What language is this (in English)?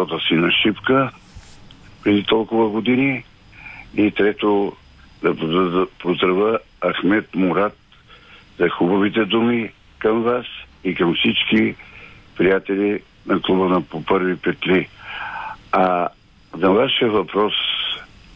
Bulgarian